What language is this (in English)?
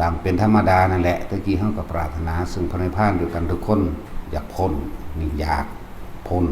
Northeastern Thai